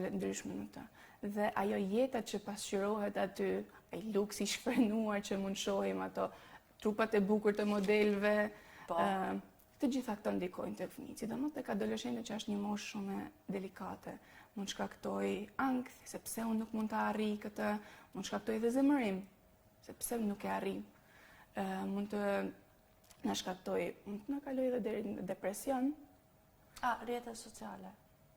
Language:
Albanian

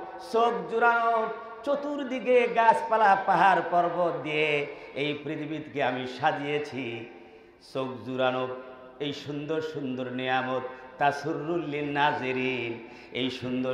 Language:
Bangla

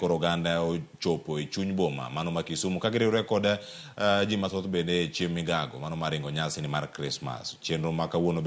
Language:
Luo (Kenya and Tanzania)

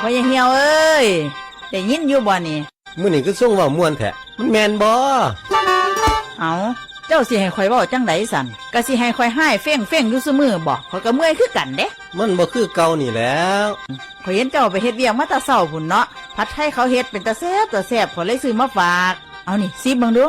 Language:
Northeastern Thai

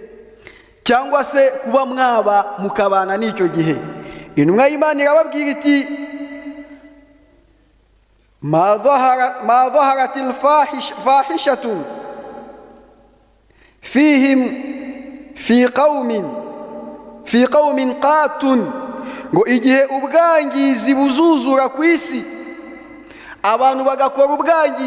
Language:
Kinyarwanda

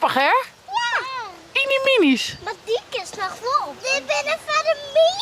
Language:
Western Frisian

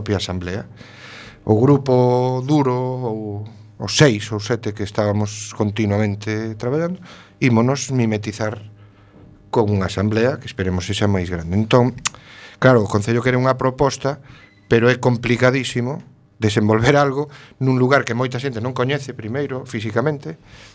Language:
Galician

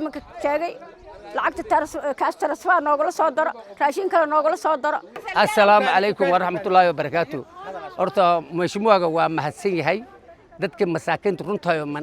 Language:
Somali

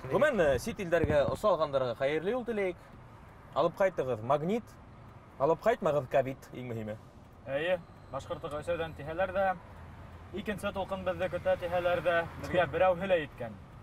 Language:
Bashkir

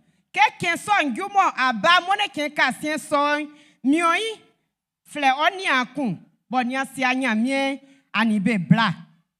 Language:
Baoulé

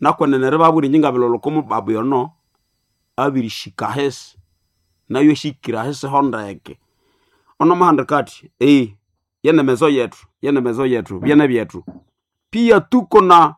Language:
Nande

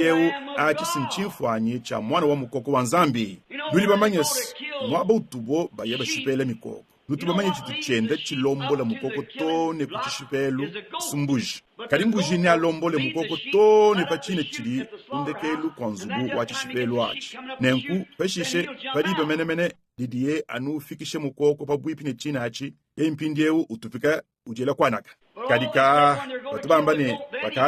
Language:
Luba-Lulua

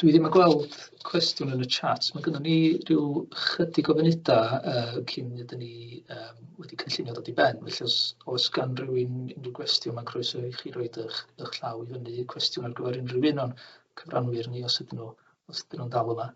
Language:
Welsh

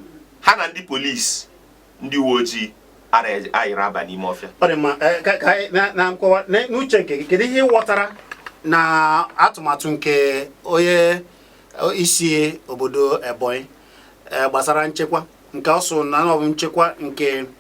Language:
Igbo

